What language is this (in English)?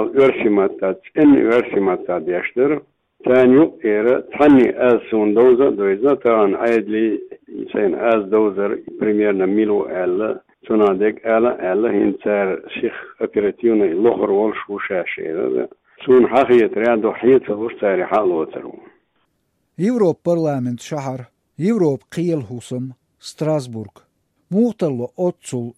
Chechen